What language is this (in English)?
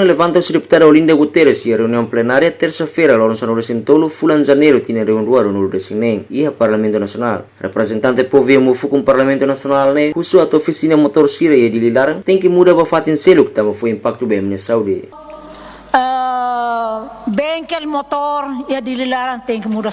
Tetum